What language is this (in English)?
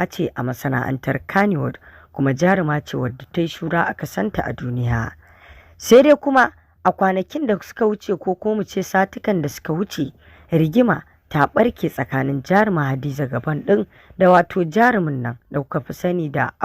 Hausa